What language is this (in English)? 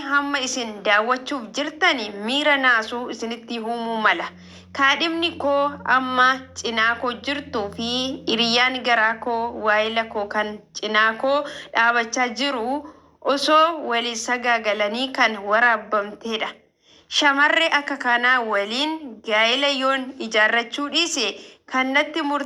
Oromo